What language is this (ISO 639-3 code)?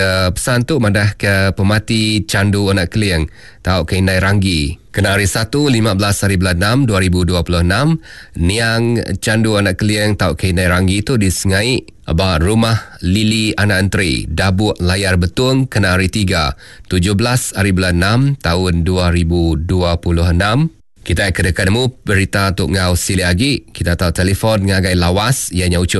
iba